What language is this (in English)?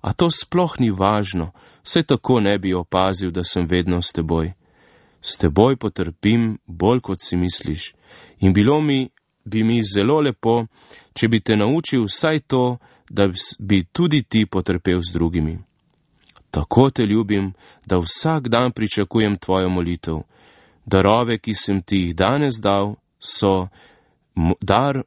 Slovenian